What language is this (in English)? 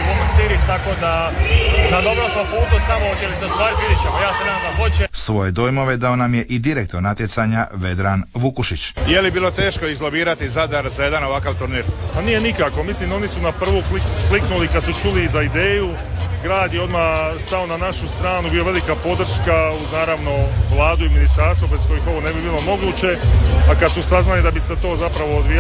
Croatian